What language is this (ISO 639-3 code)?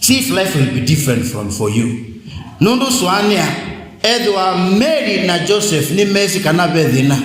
kam